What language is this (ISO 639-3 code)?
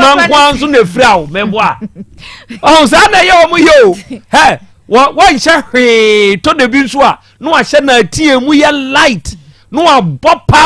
aka